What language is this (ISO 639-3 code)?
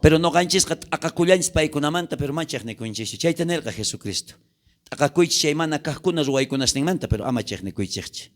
quh